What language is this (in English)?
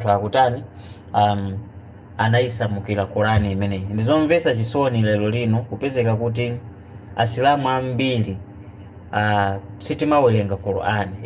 Nyanja